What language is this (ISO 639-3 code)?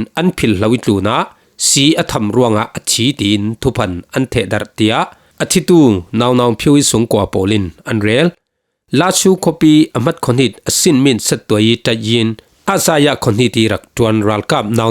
cfm